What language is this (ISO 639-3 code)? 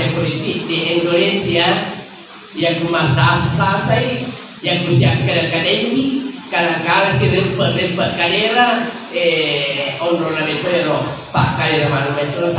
bug